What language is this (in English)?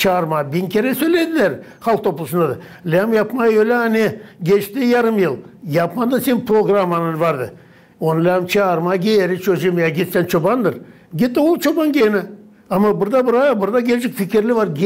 Gagauz